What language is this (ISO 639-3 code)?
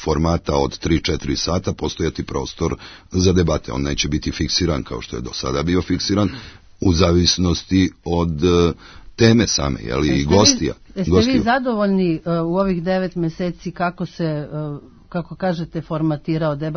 srp